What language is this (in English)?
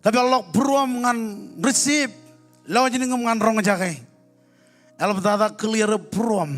Marshallese